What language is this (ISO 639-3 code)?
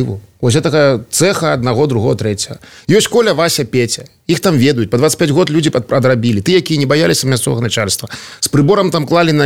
bel